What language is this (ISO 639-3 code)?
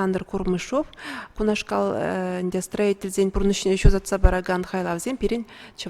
chv